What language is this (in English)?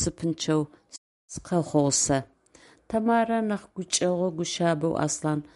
Adyghe